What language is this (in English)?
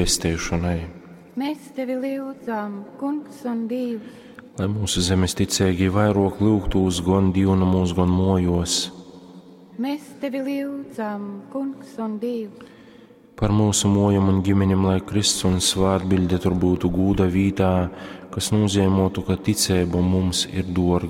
Latgalian